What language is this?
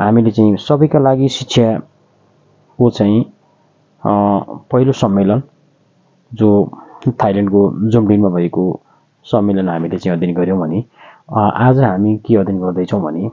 Nepali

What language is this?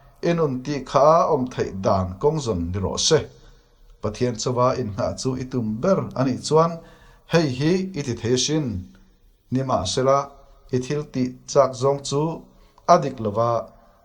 Mizo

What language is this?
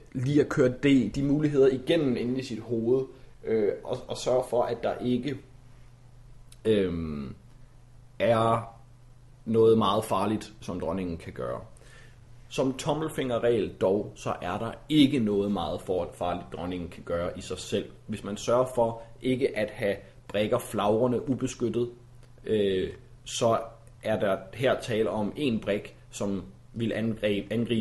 Danish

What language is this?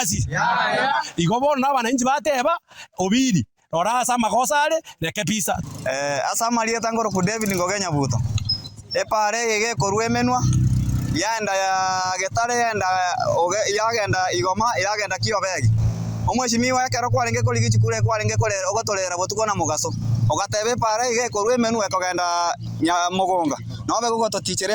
Gusii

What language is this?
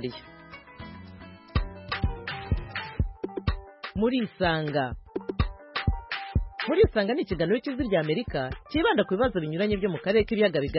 Kinyarwanda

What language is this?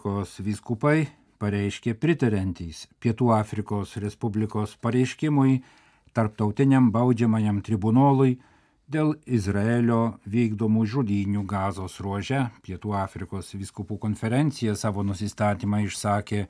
Lithuanian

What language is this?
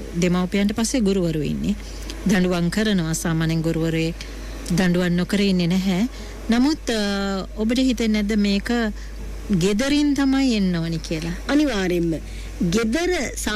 Sinhala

